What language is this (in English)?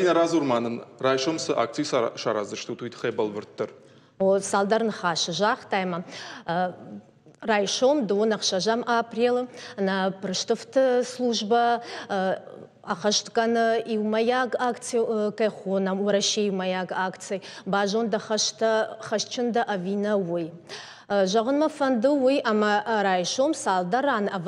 Ossetic